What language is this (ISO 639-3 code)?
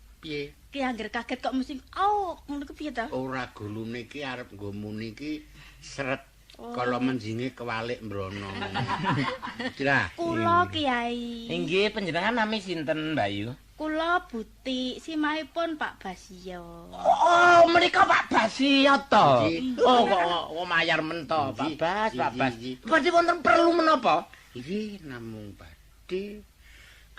jav